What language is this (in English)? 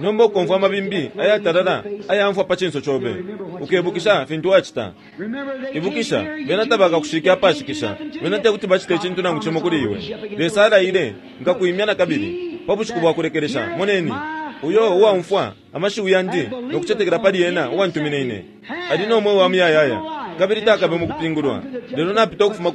Bemba